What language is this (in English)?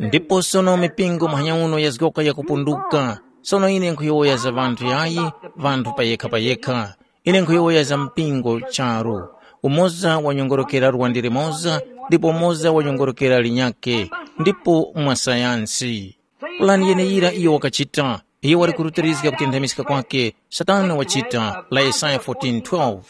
Tumbuka